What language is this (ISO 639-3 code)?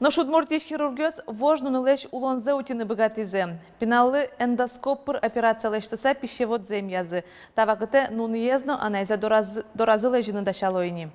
udm